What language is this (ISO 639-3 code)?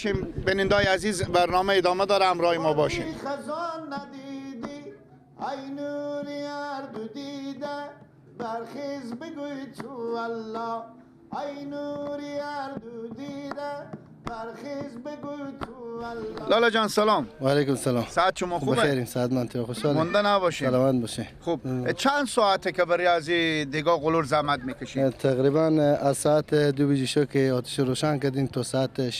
fas